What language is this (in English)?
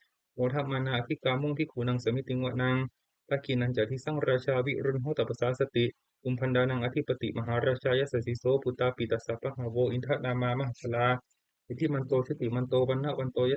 Pali